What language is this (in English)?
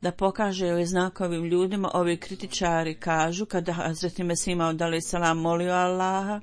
Bosnian